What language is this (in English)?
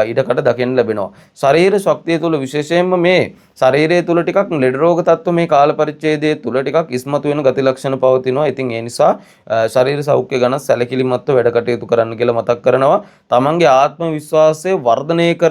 Sinhala